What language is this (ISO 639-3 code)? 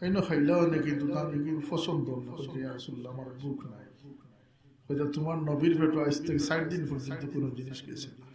syl